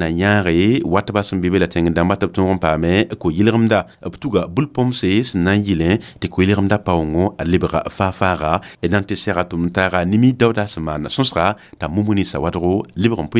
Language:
Mossi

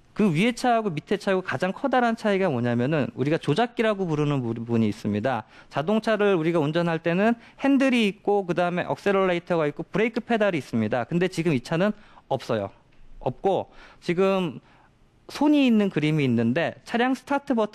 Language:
Korean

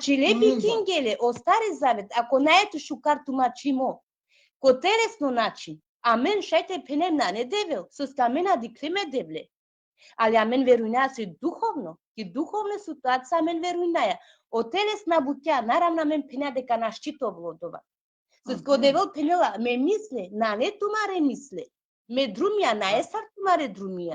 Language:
Balkan Romani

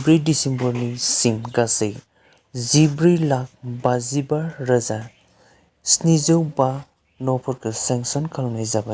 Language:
Bodo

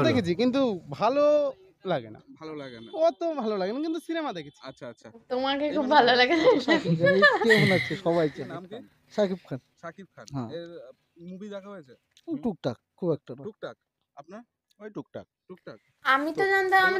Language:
Bangla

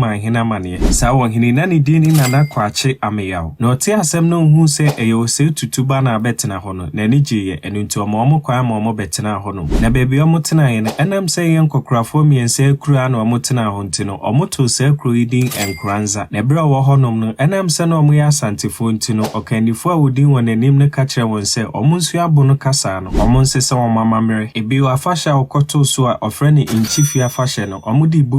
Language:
Akan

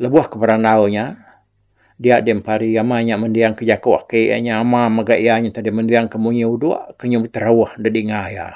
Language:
Iban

